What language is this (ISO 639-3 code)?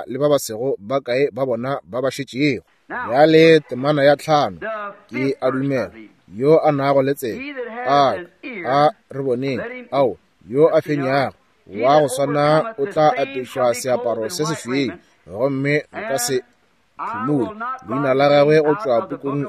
nso